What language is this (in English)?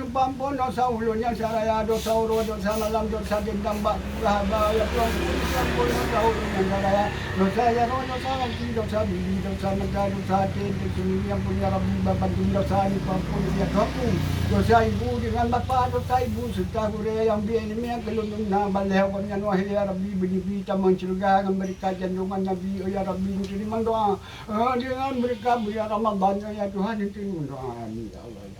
Achinese